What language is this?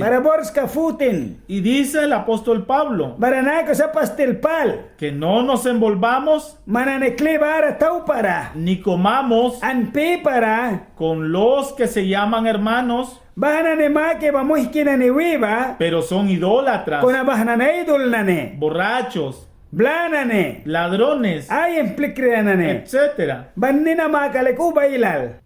Mískito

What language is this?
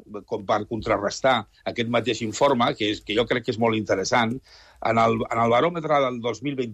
Catalan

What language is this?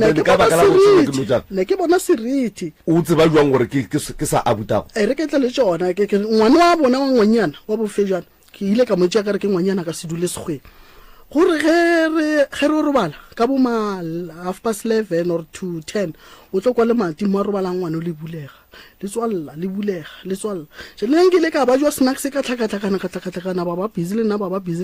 Northern Sotho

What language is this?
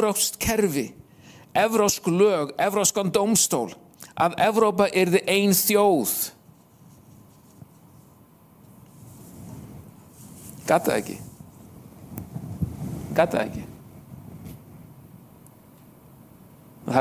Icelandic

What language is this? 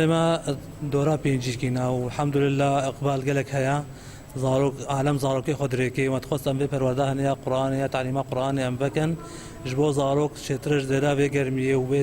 Kurdish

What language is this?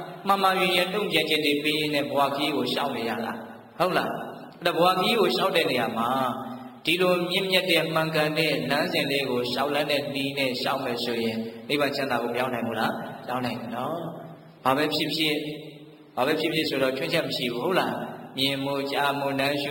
Burmese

